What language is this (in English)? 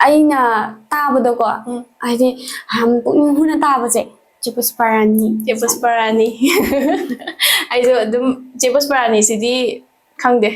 Manipuri